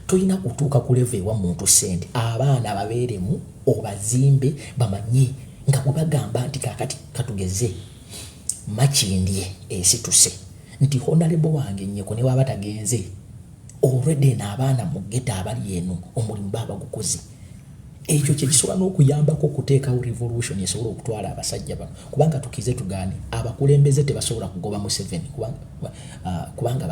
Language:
Ganda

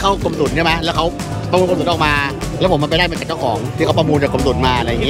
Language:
Thai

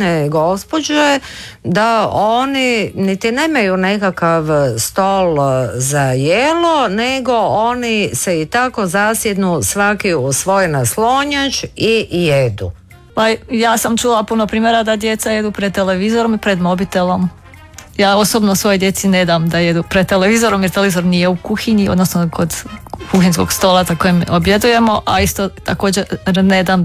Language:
Croatian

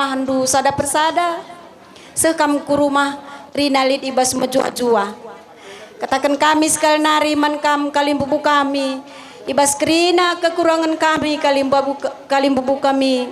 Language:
Batak Karo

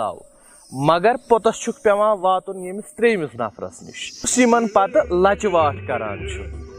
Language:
Kashmiri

